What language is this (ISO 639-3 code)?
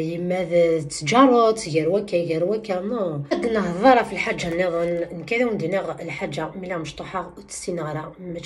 kab